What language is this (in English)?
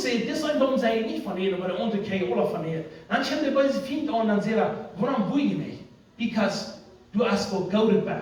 Plautdietsch